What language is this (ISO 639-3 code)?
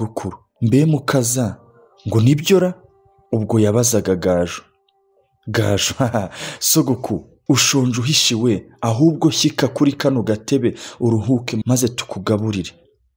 kin